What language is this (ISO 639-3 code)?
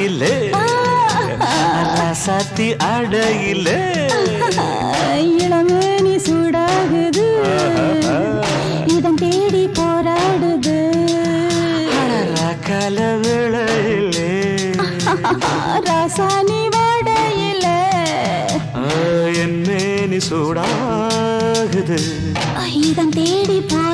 tam